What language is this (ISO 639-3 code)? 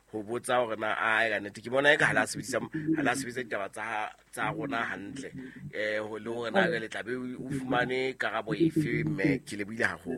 sot